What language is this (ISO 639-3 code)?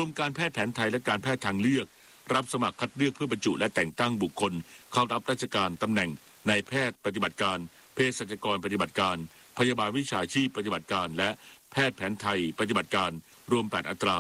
tha